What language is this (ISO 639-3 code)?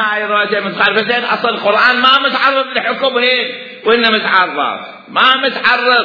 acm